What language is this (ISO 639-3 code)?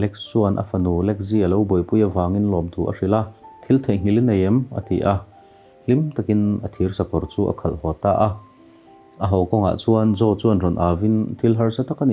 lus